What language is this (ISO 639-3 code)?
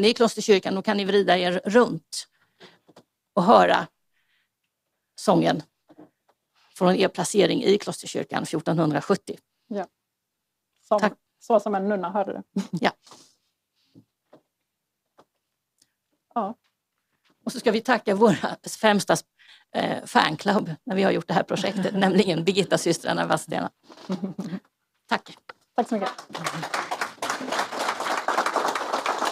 swe